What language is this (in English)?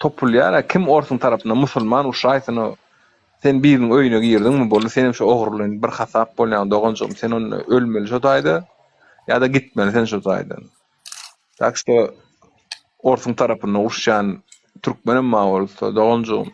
Turkmen